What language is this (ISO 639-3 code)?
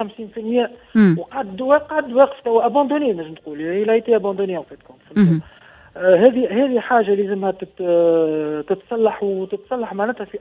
aeb